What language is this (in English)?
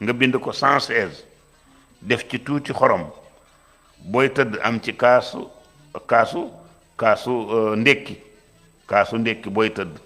Wolof